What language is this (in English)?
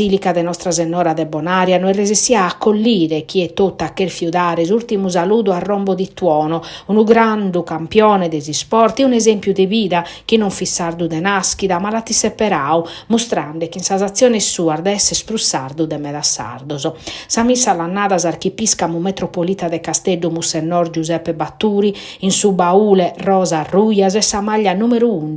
Sardinian